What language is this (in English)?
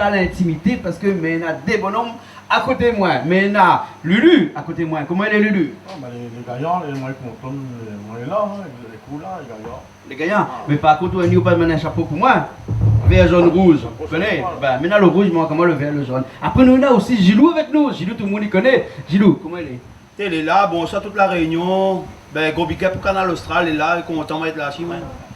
Réunion Creole French